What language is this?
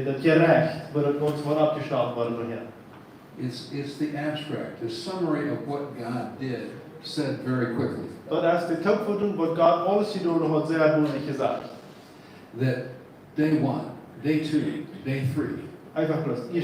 Plautdietsch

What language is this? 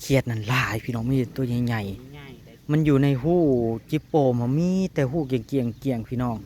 Northeastern Thai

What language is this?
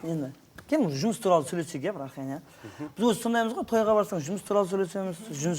Kara-Kalpak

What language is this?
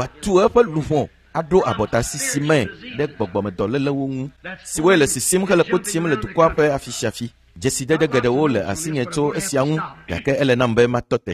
Ewe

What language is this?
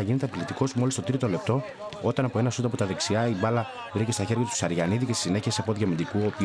Greek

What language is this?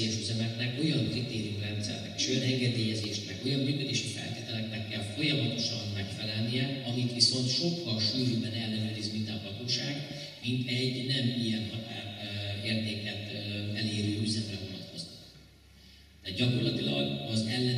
Hungarian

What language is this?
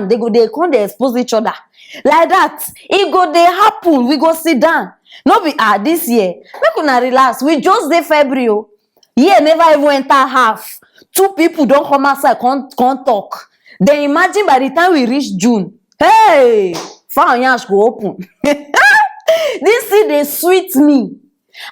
Nigerian Pidgin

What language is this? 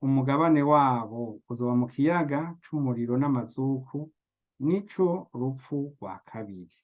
Rundi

